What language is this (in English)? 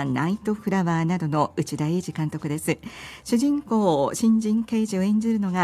Japanese